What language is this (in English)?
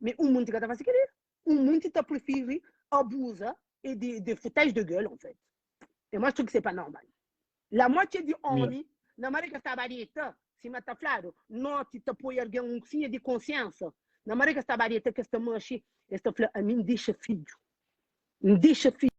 Kabuverdianu